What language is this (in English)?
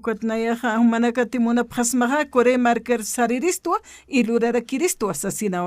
Aymara